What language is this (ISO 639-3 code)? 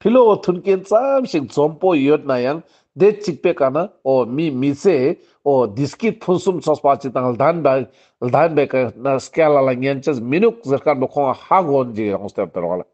lbj